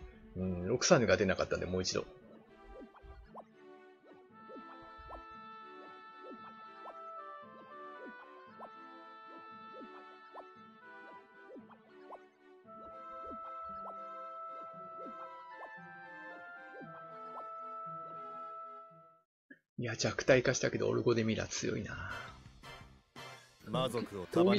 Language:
Japanese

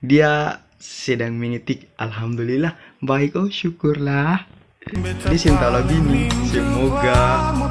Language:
Ambonese Malay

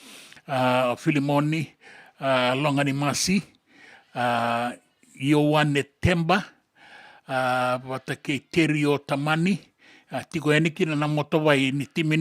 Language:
Fijian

